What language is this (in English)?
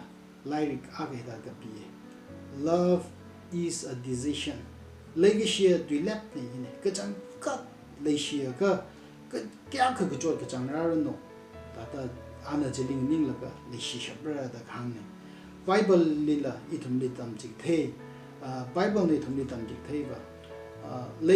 Tangkhul Naga (India)